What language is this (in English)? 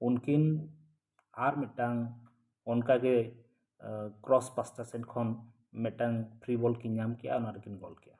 Santali